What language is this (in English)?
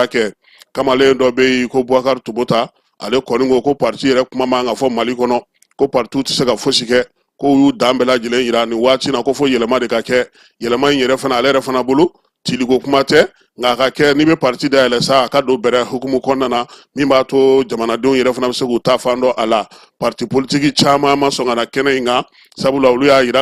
Bambara